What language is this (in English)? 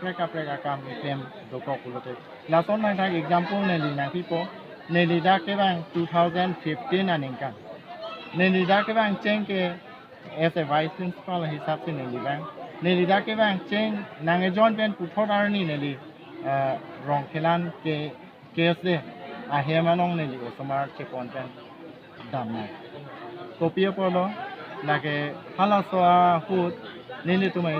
Karbi